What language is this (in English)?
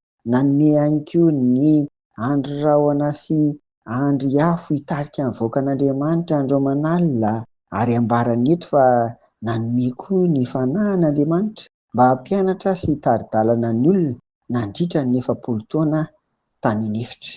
Malagasy